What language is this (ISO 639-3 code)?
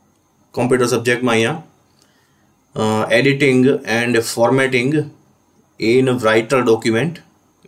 guj